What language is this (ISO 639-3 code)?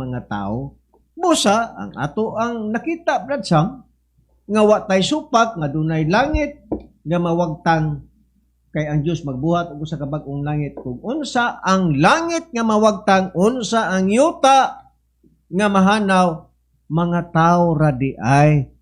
ceb